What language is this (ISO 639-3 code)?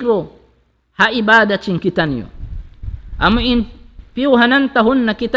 tsg